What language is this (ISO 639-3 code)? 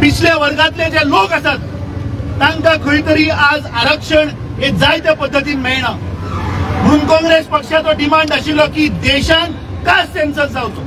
kok